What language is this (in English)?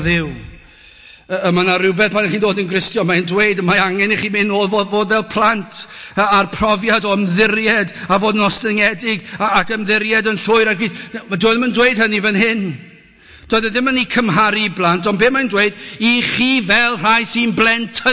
Welsh